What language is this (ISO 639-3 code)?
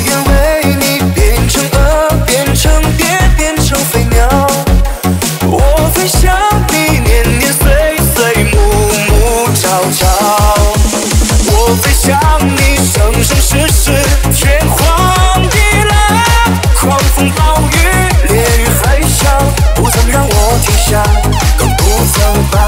zho